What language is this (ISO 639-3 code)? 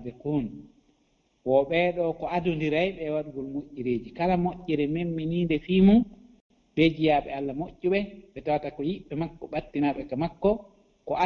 ful